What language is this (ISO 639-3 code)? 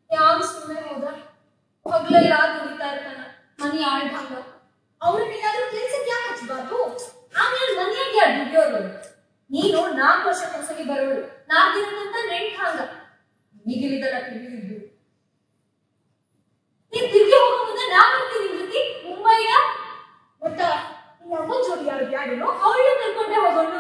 kan